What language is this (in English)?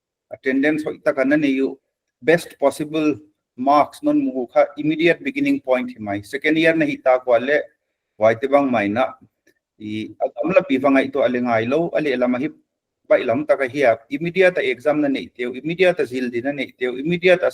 Paite Chin